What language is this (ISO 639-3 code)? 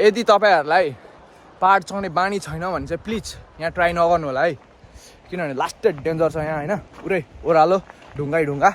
nep